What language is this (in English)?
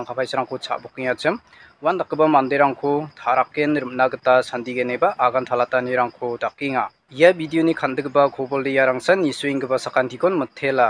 Garo